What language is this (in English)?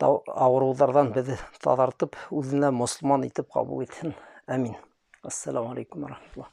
Bashkir